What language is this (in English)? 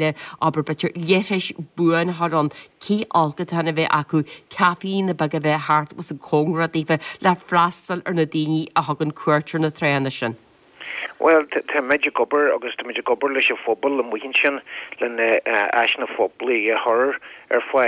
Irish